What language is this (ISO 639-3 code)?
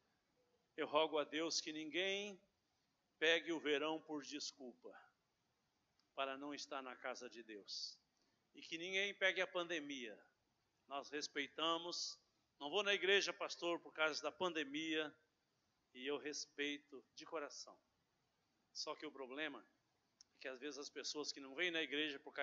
por